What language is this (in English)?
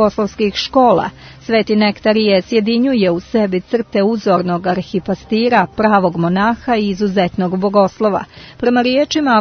Serbian